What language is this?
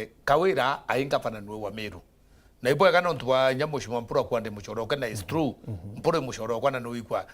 Meru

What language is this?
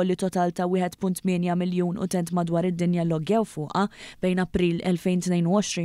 Maltese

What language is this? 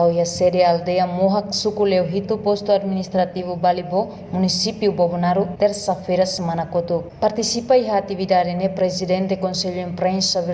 Tetum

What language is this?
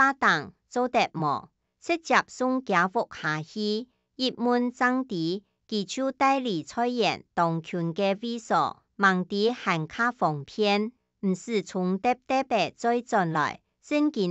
Hakka Chinese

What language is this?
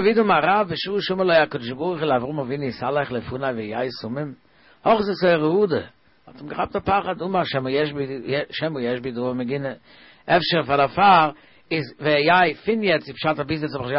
Yiddish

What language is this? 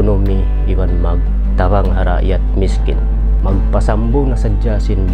Tausug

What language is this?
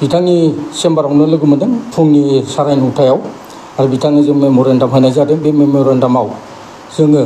Bodo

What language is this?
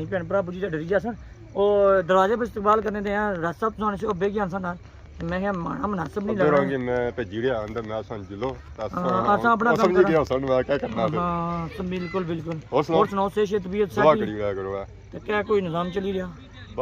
Pahari-Potwari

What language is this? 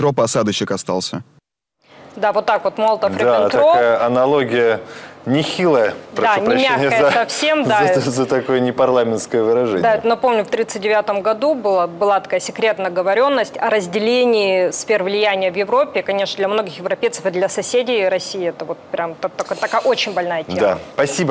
Russian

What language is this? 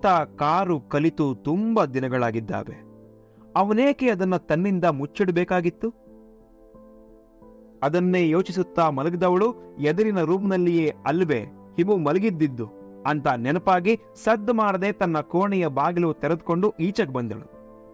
Kannada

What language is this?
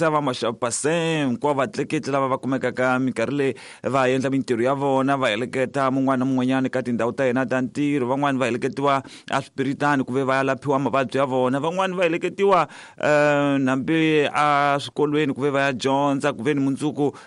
Tsonga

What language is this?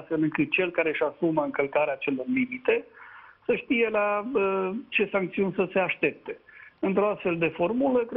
Romanian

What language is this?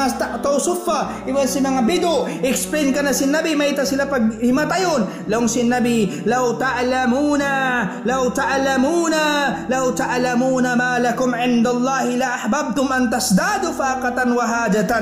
Tausug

